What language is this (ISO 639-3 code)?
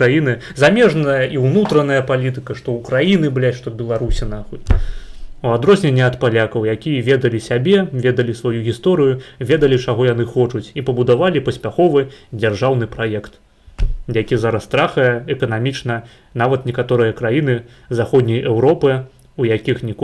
bel